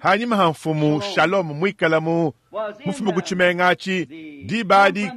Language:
Luba-Lulua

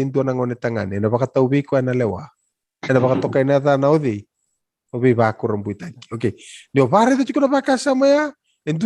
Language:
Fijian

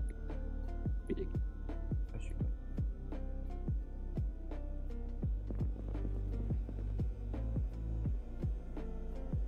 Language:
Malay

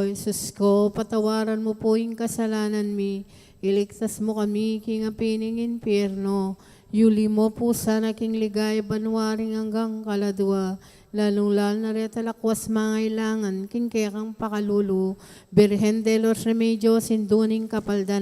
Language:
Pampanga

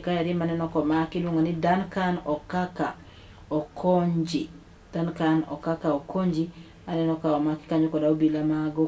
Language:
Luo (Kenya and Tanzania)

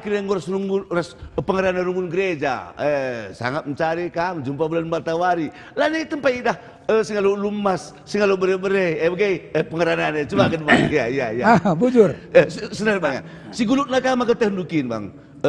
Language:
Batak Karo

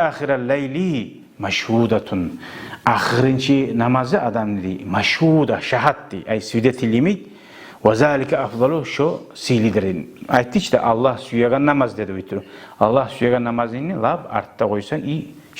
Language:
Kumyk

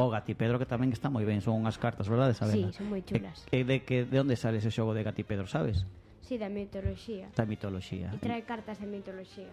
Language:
Galician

